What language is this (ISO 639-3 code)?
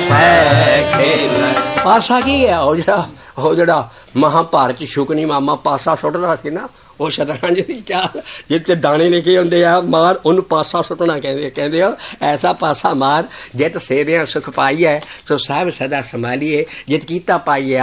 pan